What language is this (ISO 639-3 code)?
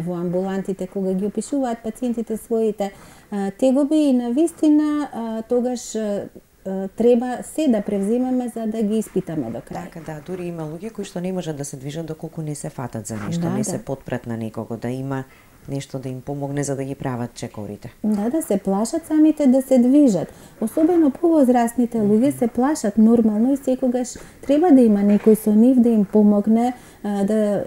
mkd